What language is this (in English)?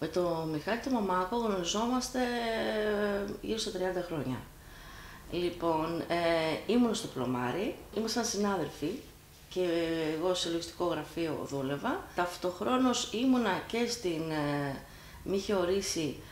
Greek